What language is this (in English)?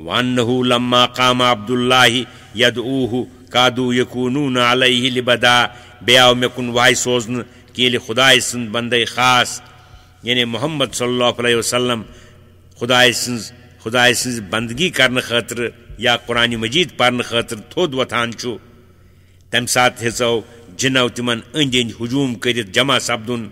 Kashmiri